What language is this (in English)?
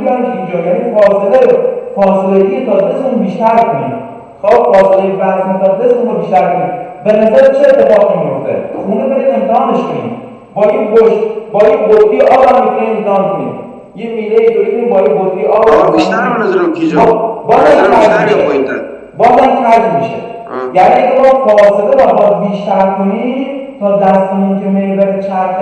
Persian